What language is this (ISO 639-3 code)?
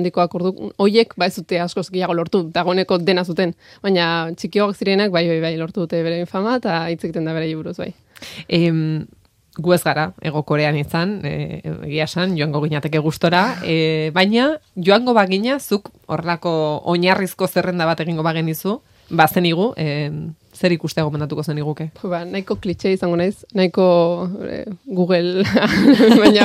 eus